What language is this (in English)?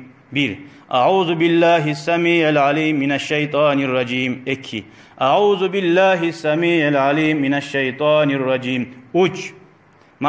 Kumyk